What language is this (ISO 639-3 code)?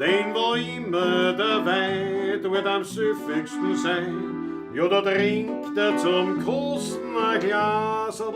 bar